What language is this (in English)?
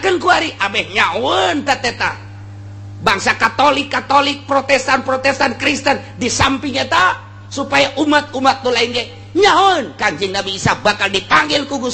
Sundanese